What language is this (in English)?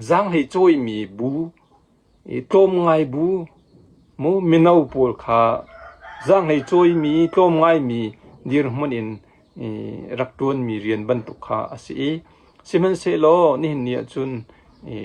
Hakha Chin